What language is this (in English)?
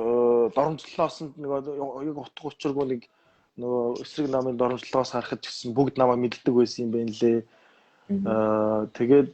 Mongolian